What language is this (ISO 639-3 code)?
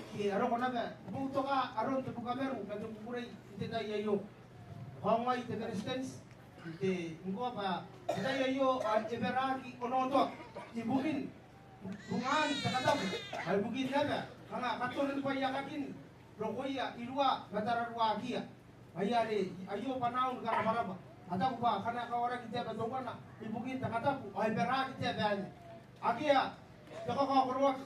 gil